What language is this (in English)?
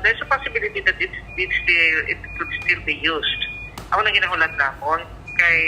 Hiligaynon